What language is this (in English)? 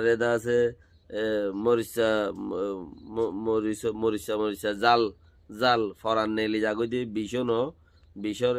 Rohingya